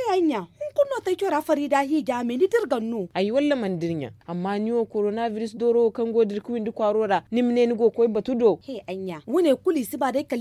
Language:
Zarma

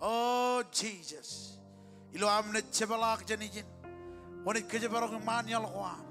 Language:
Marshallese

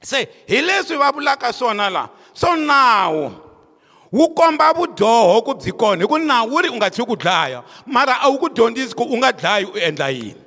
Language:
Tsonga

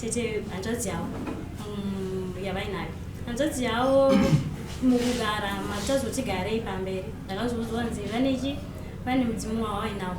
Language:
Shona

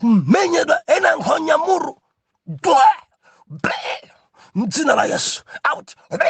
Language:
Nyanja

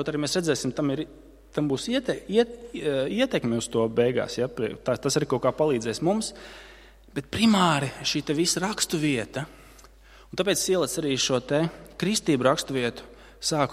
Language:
Latvian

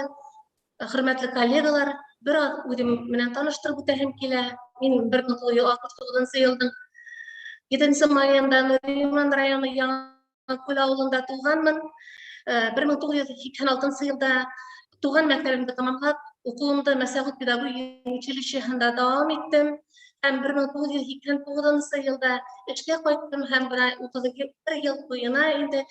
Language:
Bashkir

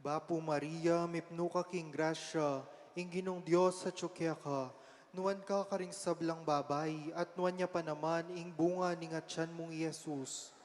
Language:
Pampanga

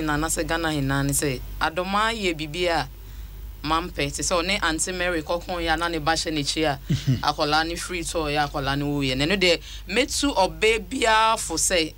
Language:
Akan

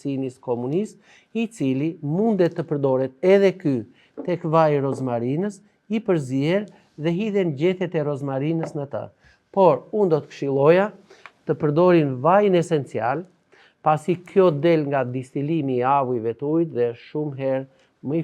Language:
Albanian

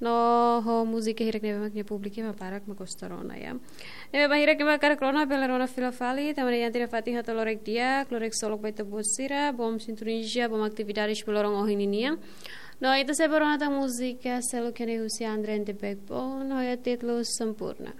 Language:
Tetum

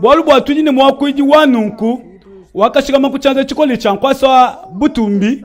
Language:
Luba-Lulua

